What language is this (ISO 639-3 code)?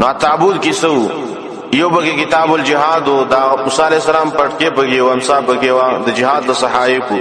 pus